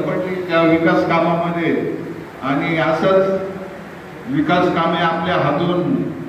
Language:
Marathi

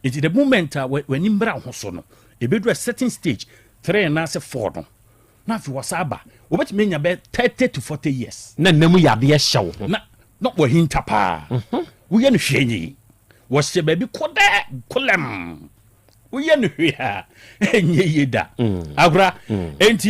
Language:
Akan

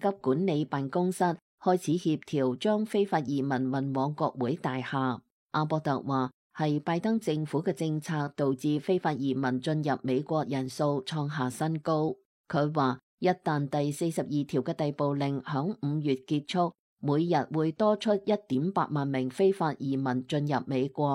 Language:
Cantonese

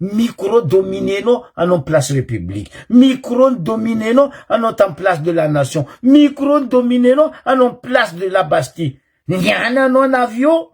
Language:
Malagasy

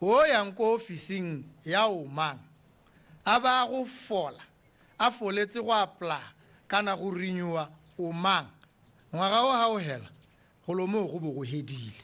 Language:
Tswana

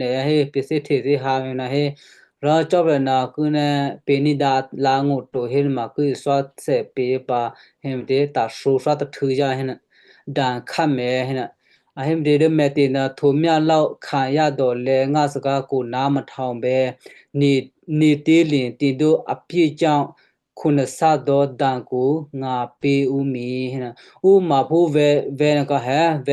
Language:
Western Kayah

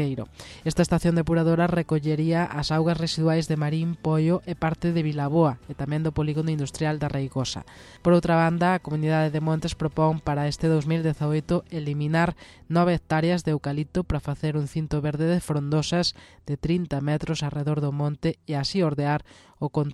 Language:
Galician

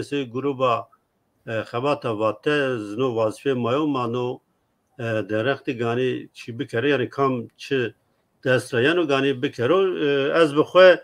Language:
Zaza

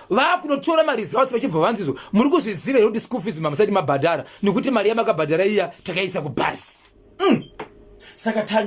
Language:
Shona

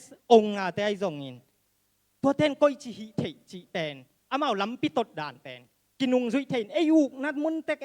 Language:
Tedim Chin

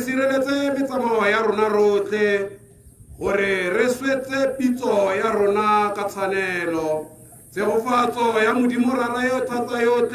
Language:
Tswana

